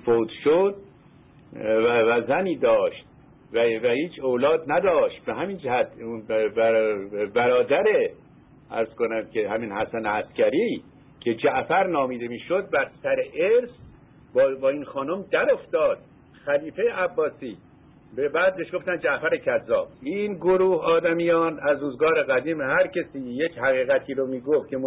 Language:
Persian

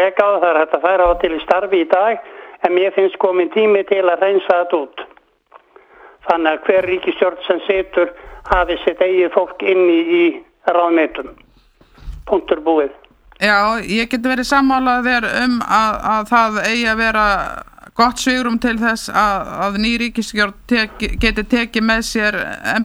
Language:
Icelandic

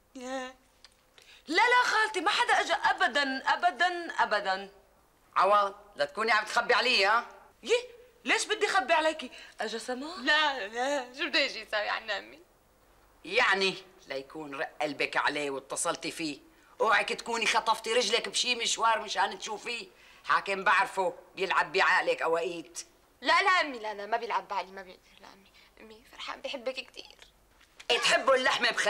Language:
North Levantine Arabic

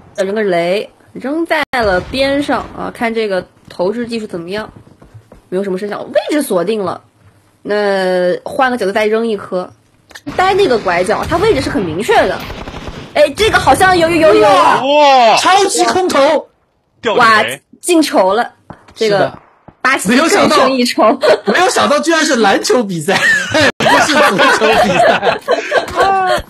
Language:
Chinese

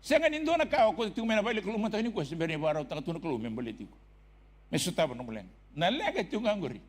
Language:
Fijian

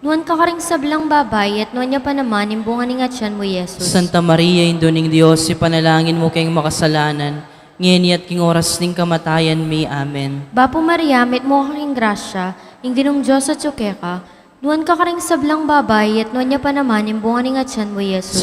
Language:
Pampanga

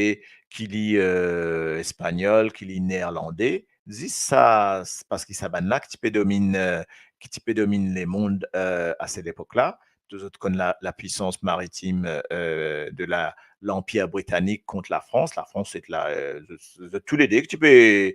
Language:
Morisyen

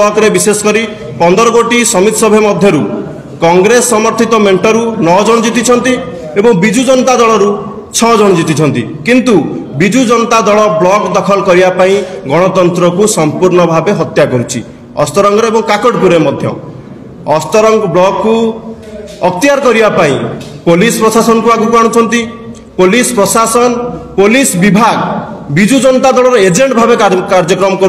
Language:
Odia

